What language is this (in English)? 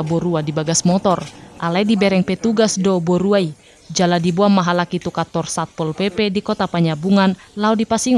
Batak Toba